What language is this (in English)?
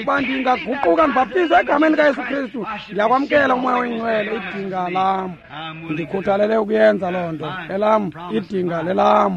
Xhosa